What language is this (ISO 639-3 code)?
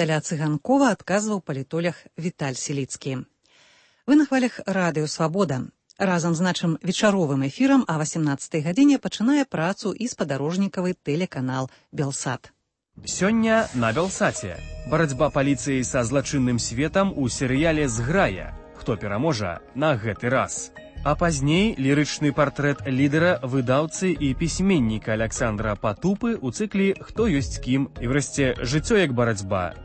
bel